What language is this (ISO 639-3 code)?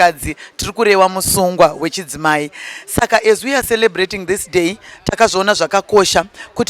sna